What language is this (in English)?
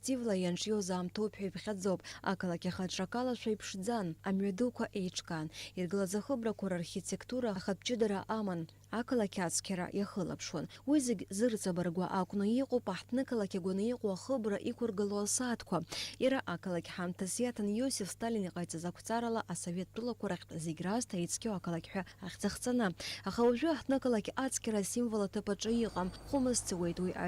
Abkhazian